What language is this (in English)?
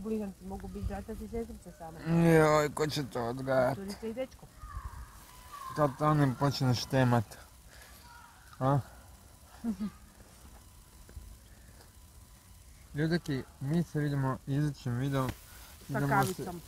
Croatian